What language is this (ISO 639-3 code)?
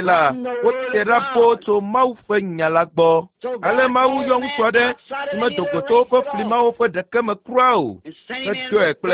ewe